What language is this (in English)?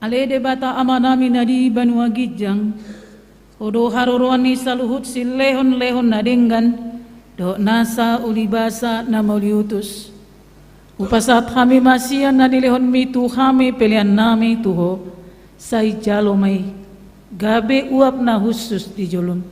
Batak Toba